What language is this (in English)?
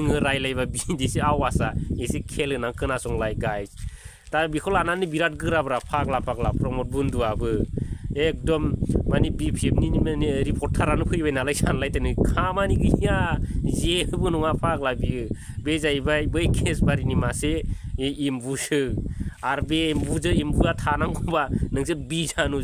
Bodo